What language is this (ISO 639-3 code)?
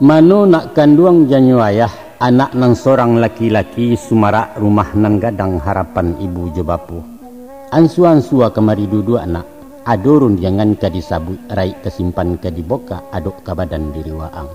min